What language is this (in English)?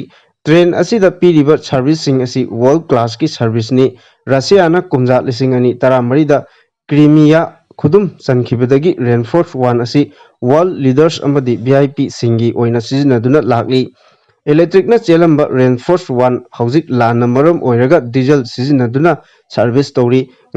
Manipuri